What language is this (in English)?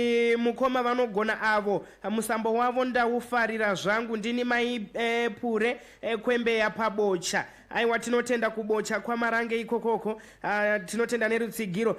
Shona